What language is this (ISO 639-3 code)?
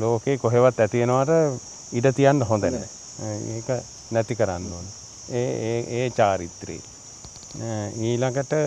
sin